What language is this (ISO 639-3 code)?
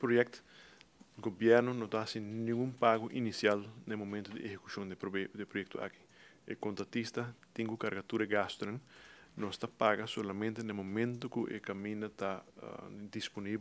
pap